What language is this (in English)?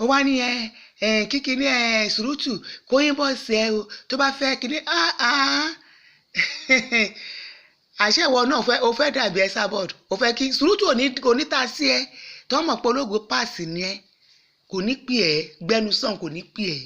Yoruba